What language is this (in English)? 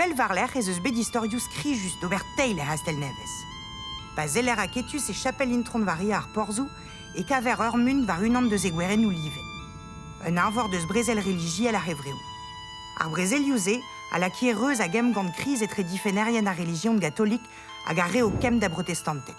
Breton